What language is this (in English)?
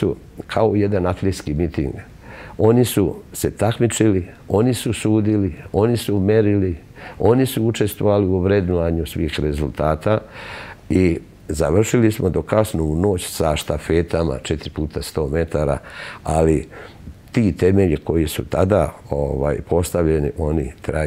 Serbian